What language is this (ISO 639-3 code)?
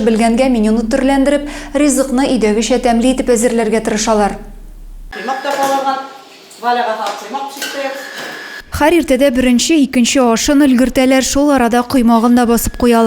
tat